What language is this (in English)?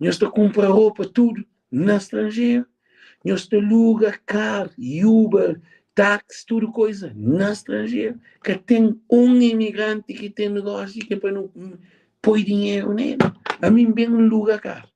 Kabuverdianu